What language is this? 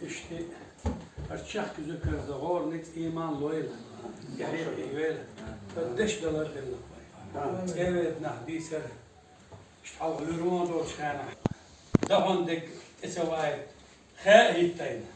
Chechen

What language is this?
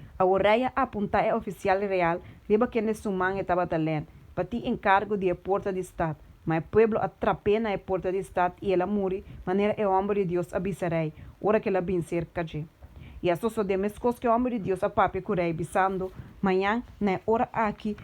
Papiamento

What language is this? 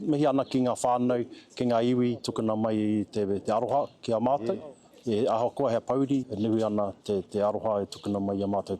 Māori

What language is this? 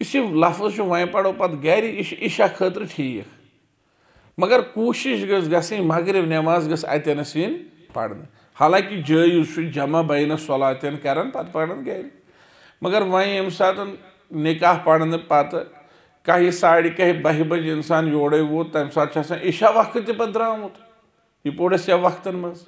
Kashmiri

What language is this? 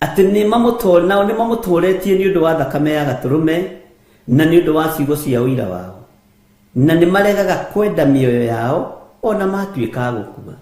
Kikuyu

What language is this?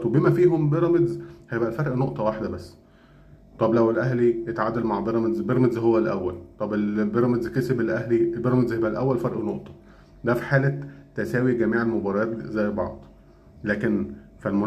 Egyptian Arabic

